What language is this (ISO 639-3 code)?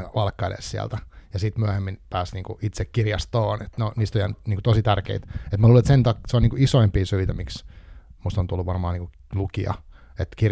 fin